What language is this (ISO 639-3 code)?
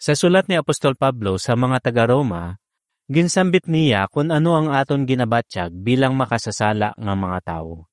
hil